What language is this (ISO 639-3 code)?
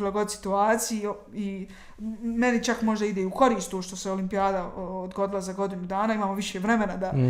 bos